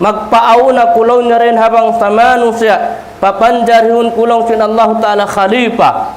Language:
Tausug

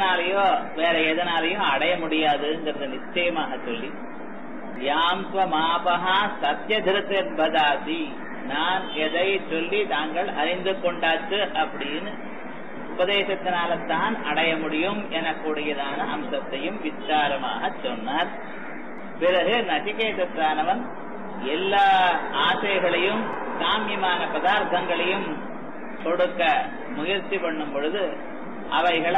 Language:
Tamil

